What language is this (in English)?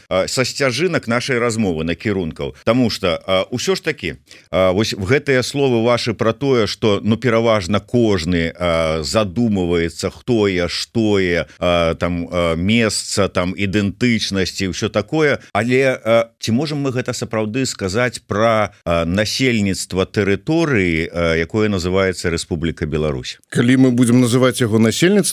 Belarusian